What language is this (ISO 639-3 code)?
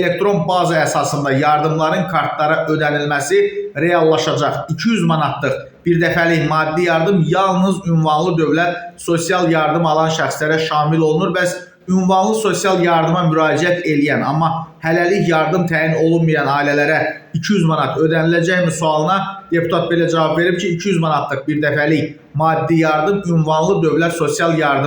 aze